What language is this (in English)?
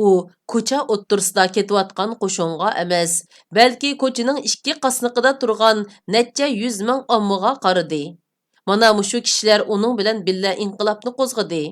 Uyghur